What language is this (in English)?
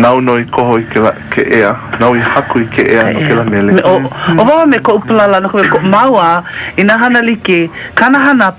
Hawaiian